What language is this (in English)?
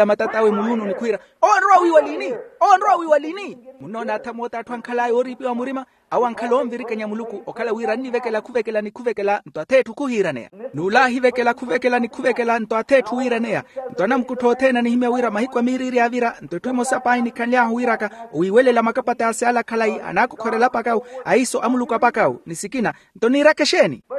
Makhuwa